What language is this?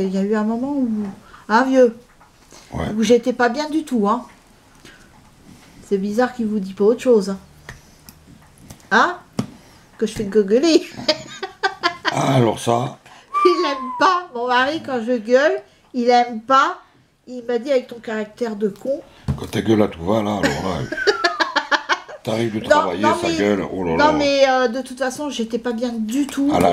French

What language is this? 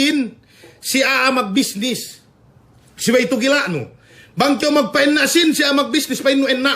Yakan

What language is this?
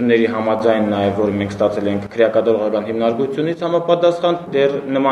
Armenian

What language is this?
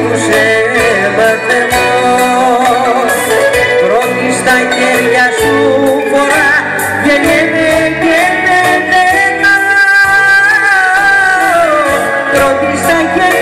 Greek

